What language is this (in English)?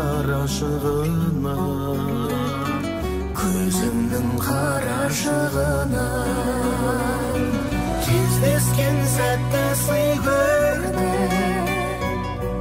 Kazakh